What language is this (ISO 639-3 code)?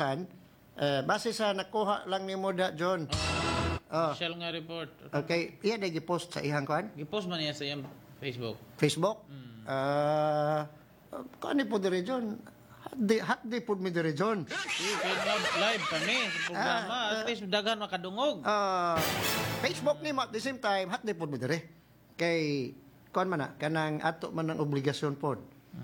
ceb